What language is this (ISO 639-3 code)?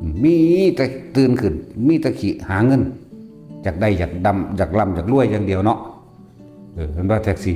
tts